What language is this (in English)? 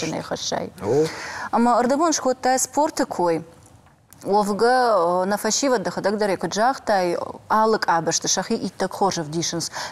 Ossetic